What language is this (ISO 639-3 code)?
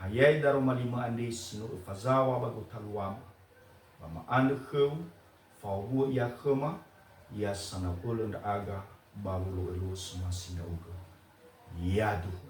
nia